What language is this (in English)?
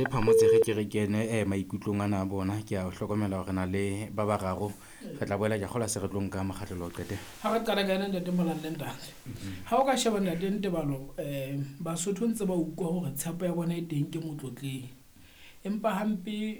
Southern Sotho